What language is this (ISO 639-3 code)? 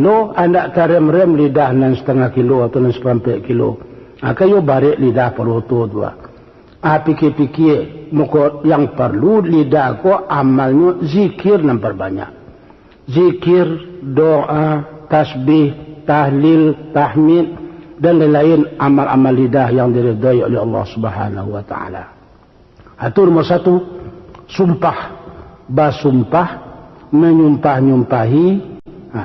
min